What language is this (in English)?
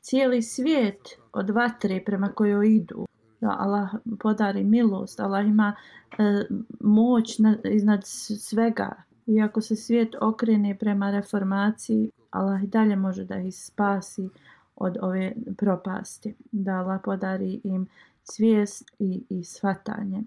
Bosnian